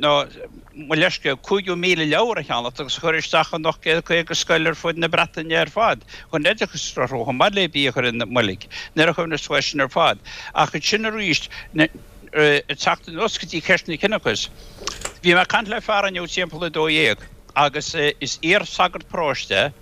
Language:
Irish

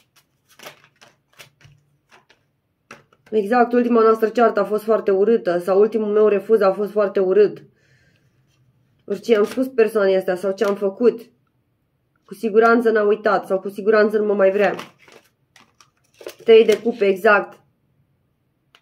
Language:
Romanian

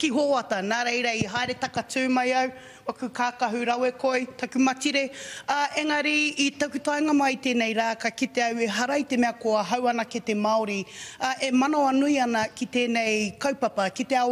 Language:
Māori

